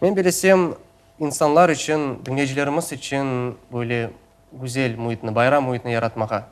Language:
Crimean Tatar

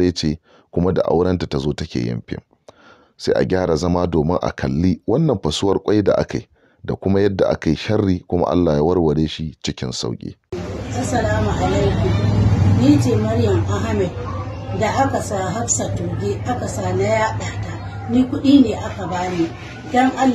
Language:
Hausa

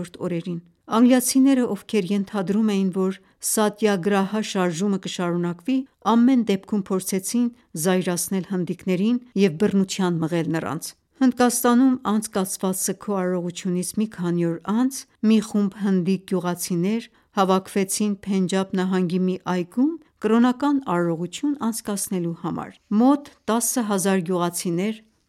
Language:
Armenian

